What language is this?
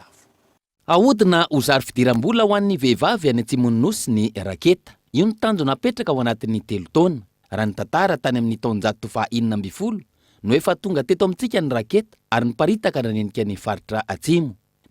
Malagasy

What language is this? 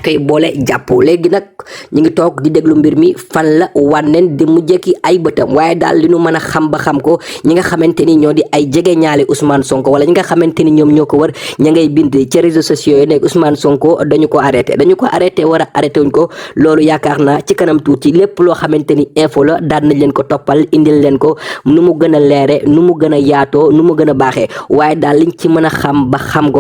Wolof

